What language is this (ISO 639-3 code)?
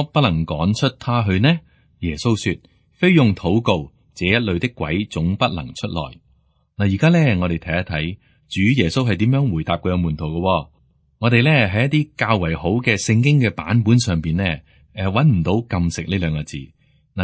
yue